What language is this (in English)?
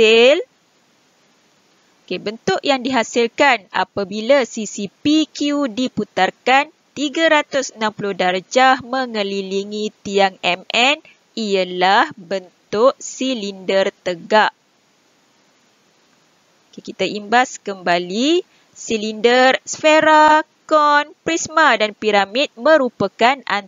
Malay